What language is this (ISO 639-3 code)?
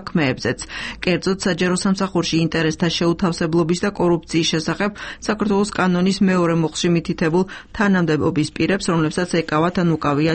kat